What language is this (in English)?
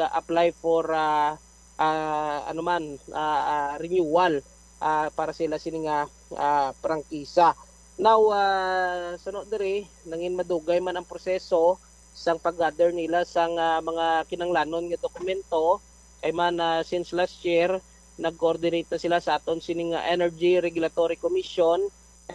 Hiligaynon